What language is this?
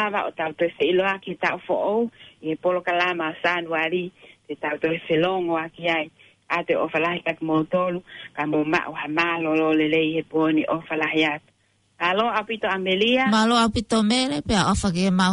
Tongan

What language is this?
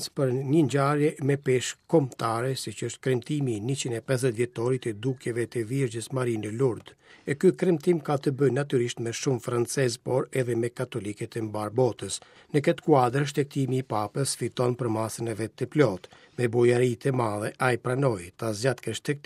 Albanian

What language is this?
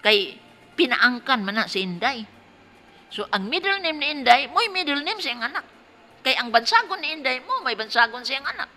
Cebuano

